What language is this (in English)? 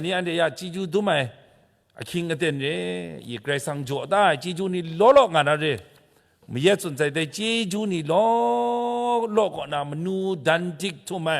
Kachin